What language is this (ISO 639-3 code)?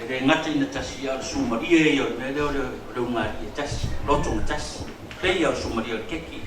smo